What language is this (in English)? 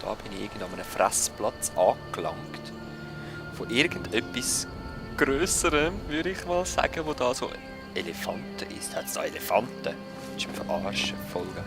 Swiss German